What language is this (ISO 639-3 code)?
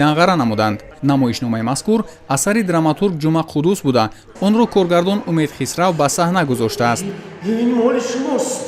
tgk